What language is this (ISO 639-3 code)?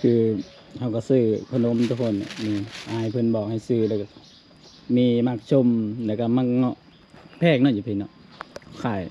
lao